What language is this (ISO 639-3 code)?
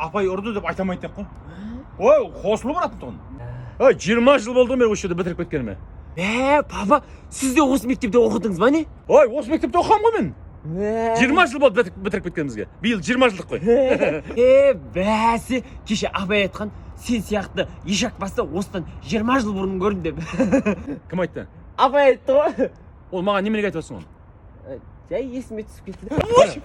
kaz